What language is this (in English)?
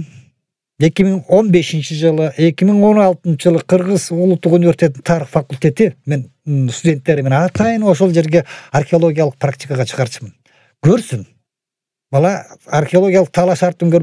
Kyrgyz